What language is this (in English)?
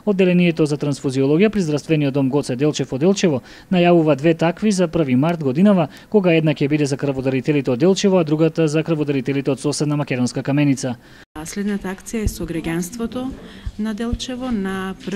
Macedonian